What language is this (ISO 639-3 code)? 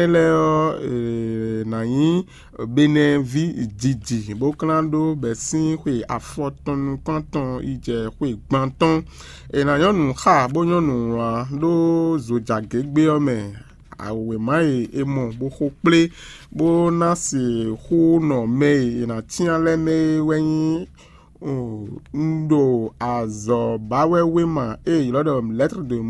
fon